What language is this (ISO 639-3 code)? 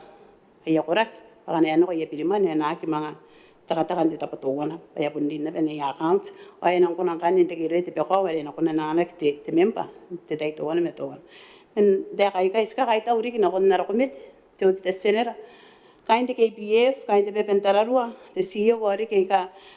gil